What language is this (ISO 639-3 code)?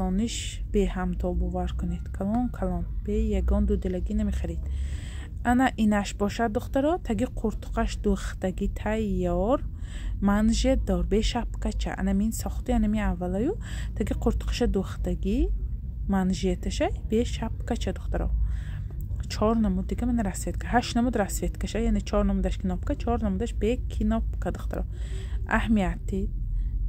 tgk